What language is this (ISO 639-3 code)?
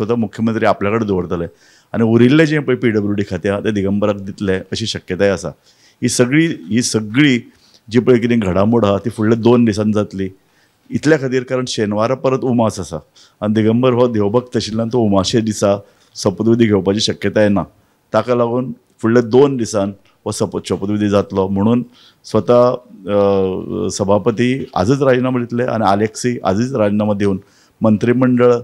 kok